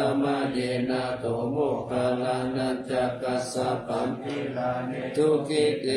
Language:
Pali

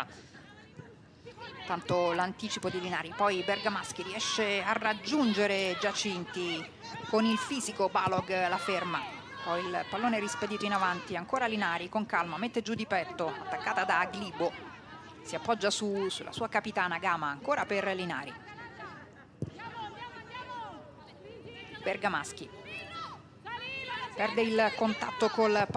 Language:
Italian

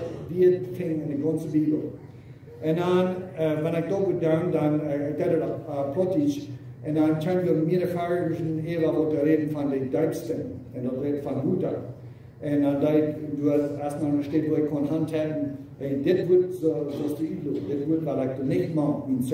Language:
Plautdietsch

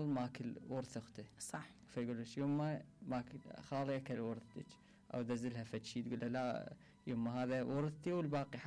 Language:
Mesopotamian Arabic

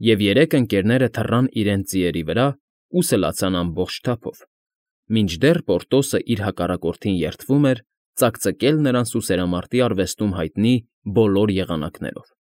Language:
Armenian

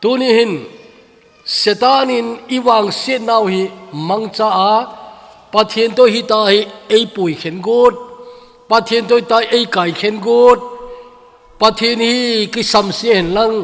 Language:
Thado Chin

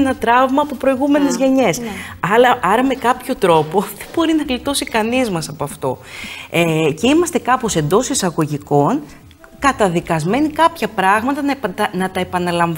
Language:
Greek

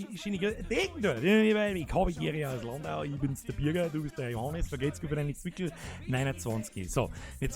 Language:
Bavarian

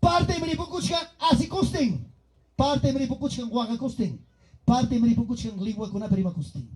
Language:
Ayacucho Quechua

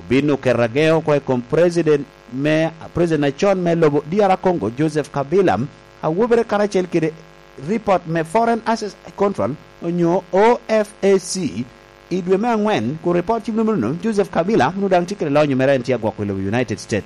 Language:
Lango (Uganda)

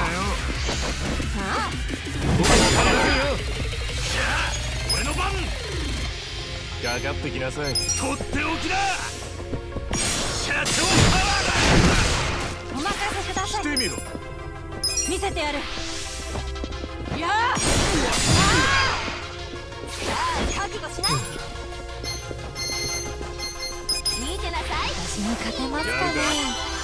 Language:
Japanese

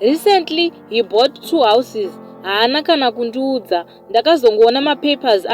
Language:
Shona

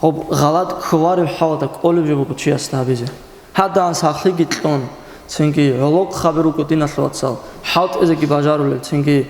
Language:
Avaric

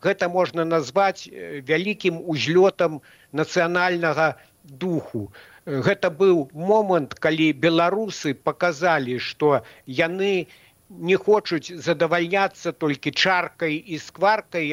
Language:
Belarusian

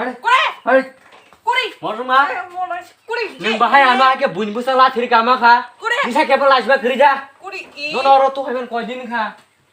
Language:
Kok Borok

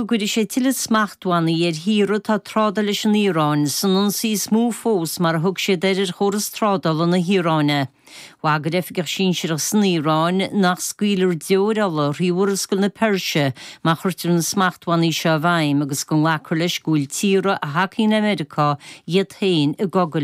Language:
Irish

